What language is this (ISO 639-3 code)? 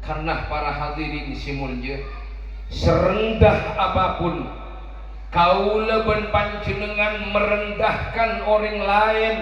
mad